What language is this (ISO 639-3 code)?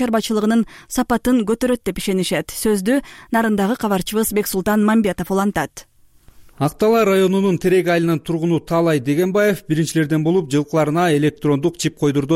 kir